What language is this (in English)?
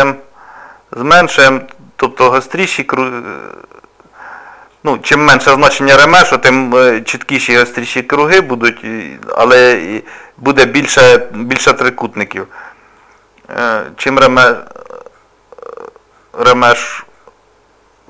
Ukrainian